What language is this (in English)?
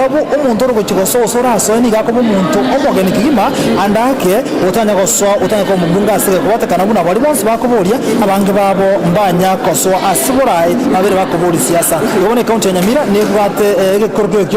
Gusii